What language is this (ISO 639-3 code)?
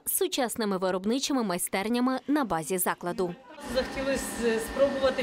ukr